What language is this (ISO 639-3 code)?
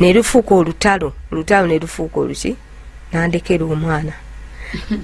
lug